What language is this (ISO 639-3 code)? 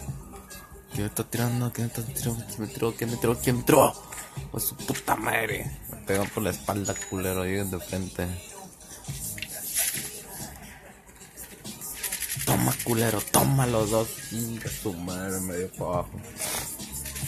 spa